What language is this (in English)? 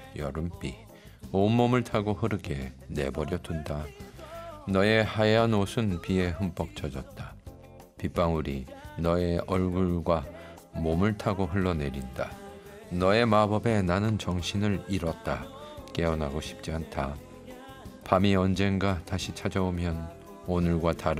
Korean